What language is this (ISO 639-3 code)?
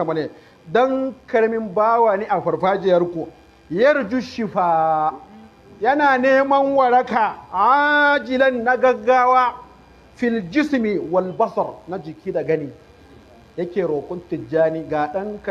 hau